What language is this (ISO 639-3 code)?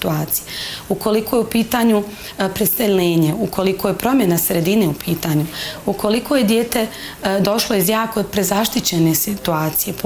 bos